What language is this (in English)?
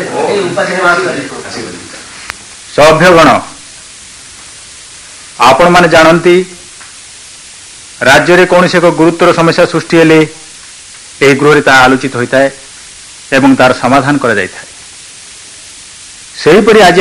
Odia